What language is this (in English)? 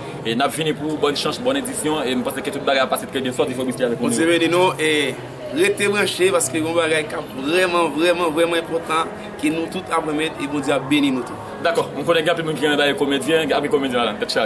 Haitian Creole